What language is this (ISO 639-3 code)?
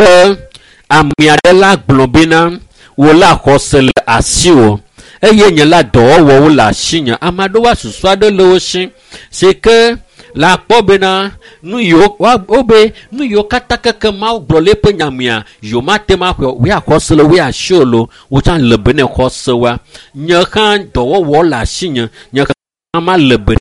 ewe